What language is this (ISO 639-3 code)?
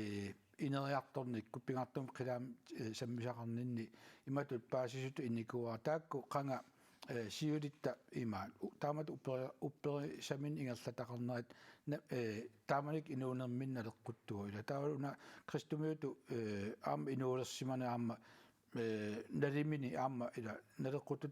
kal